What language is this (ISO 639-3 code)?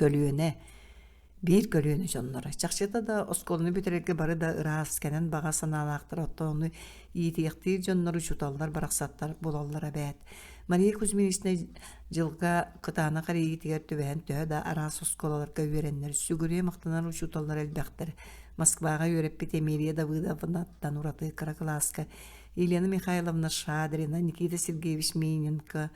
sah